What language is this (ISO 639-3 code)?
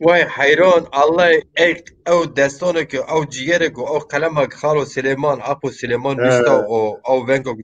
zza